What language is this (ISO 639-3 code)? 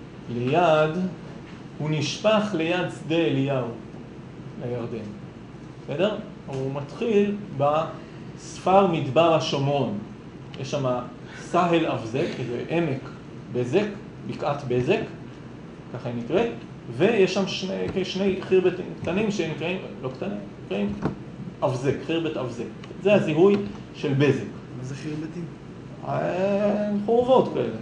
heb